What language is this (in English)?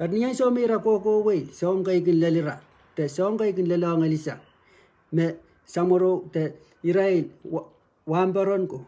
Pohnpeian